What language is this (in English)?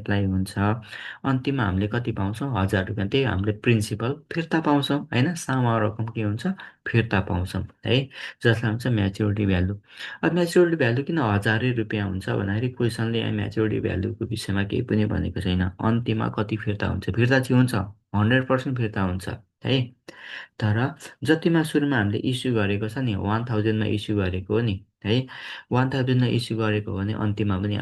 Nepali